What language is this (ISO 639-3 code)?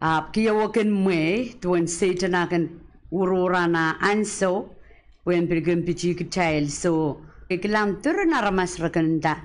pon